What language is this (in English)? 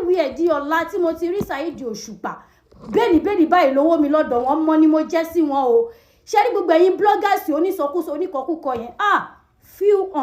Yoruba